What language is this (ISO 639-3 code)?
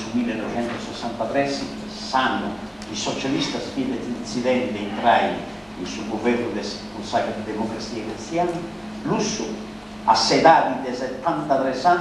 srd